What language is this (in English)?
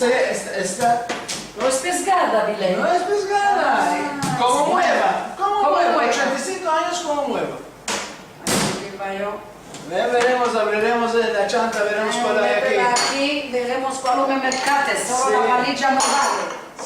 Ladino